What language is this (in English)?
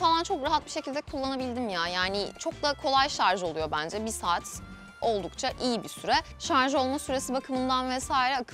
Turkish